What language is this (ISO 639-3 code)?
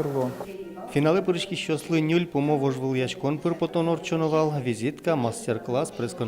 udm